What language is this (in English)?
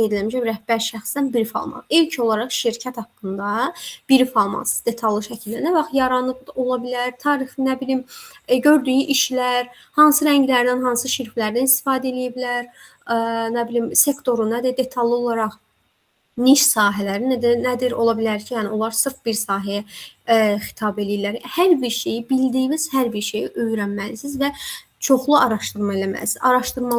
Azerbaijani